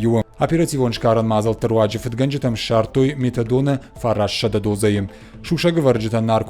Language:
Ossetic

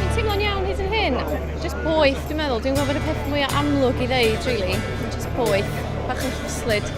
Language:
Welsh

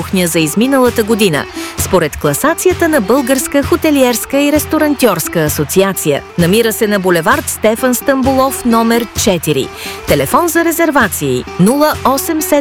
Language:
Bulgarian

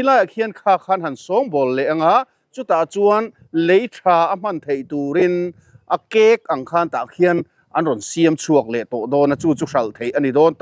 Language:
Mizo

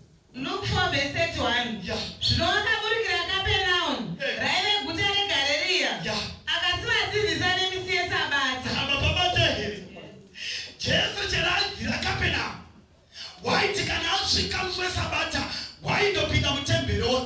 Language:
Shona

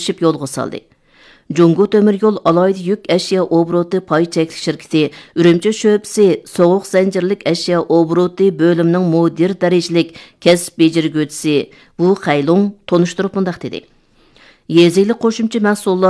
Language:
Uyghur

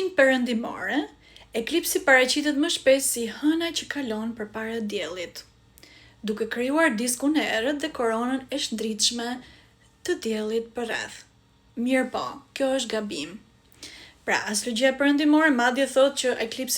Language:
Albanian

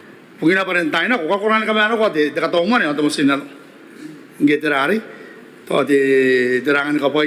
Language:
Gilbertese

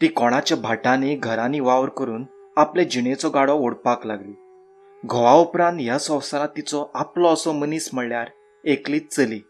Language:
Konkani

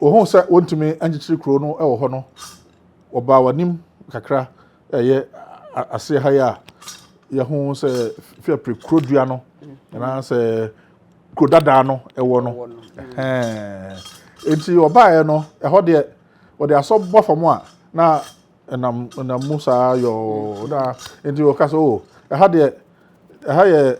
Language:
Akan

